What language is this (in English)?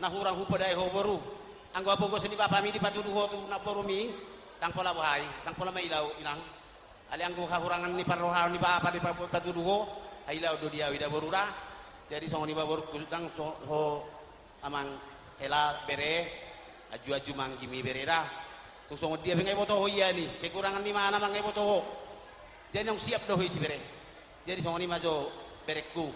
Batak Toba